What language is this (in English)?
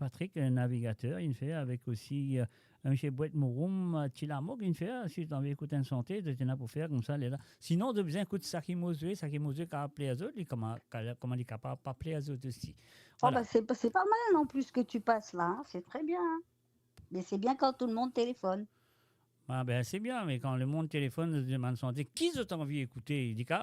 Morisyen